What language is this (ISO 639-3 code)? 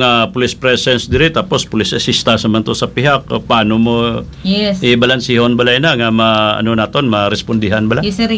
hil